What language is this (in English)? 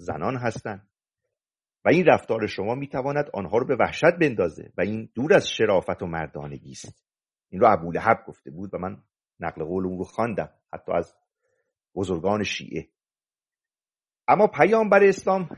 Persian